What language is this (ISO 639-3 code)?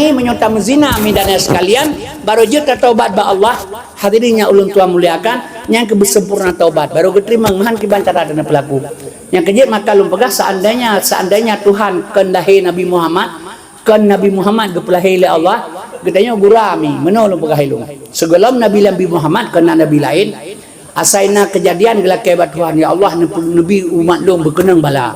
ace